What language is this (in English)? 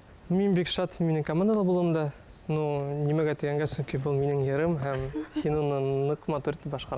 Bashkir